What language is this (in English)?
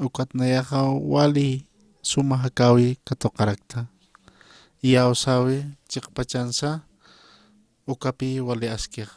Aymara